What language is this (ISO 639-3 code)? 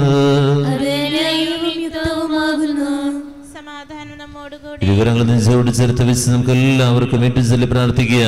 mal